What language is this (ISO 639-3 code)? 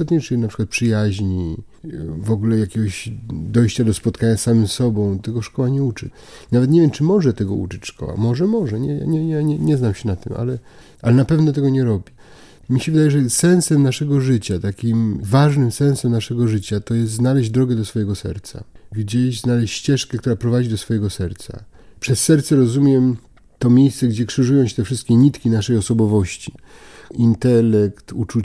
pol